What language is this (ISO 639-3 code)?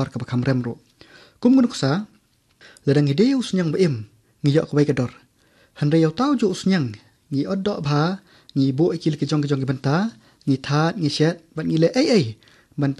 kha